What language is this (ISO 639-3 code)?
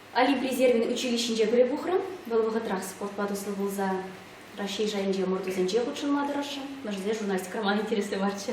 chv